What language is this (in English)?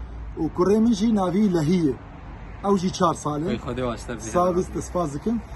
Kurdish